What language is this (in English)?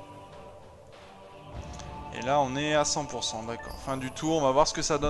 French